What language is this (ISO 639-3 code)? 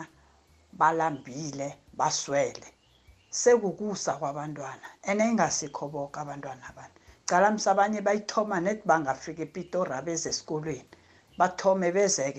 nbl